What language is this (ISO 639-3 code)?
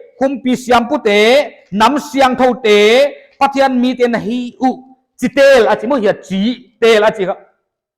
pck